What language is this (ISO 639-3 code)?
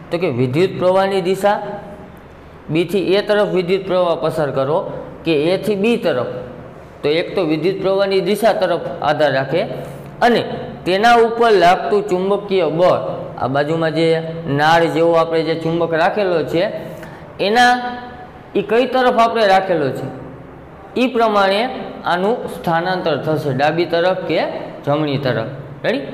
guj